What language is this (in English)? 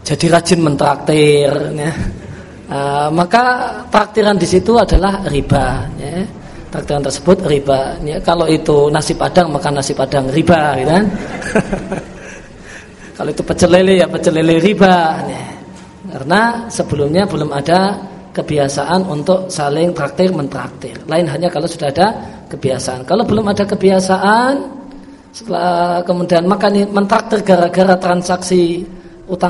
Indonesian